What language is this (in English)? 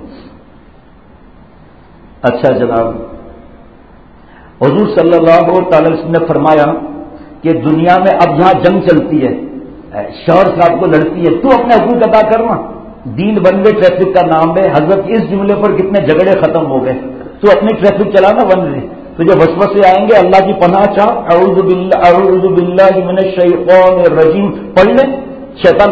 Urdu